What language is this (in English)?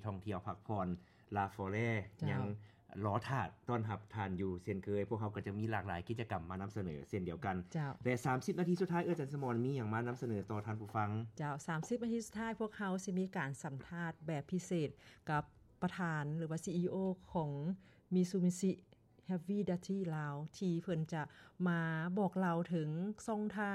Lao